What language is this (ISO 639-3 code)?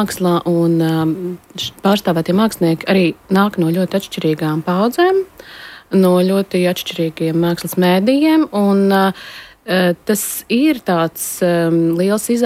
lav